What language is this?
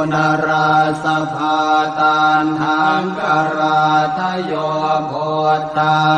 Pali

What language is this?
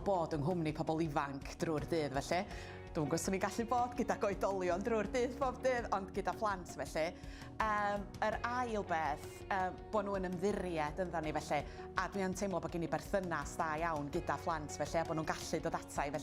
Welsh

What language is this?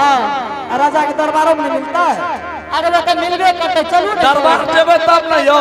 Angika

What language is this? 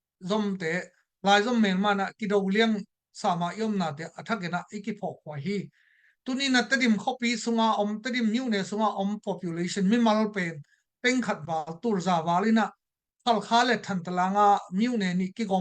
Tedim Chin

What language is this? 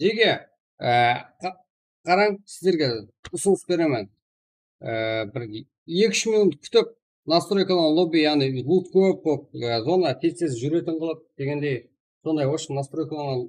Kara-Kalpak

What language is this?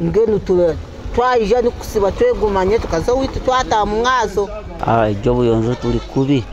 Nyankole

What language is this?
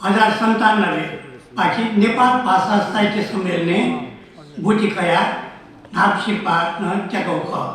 Newari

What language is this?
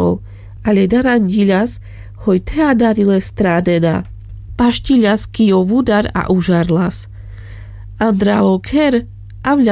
Carpathian Romani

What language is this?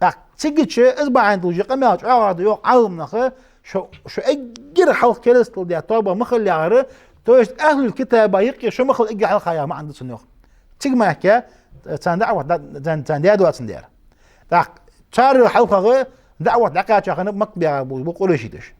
Ingush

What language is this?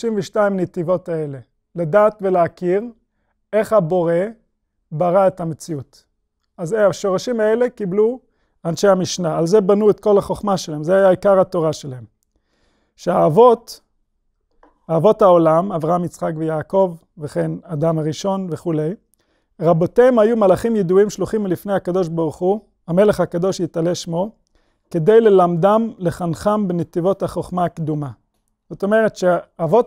Hebrew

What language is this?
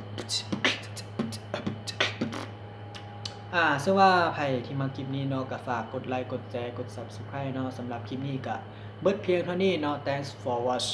Lao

